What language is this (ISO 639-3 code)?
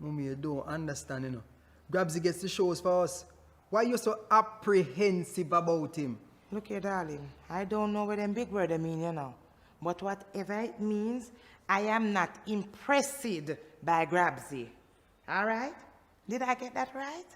jam